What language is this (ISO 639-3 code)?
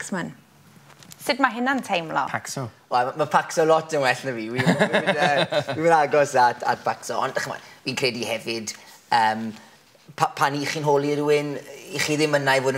cym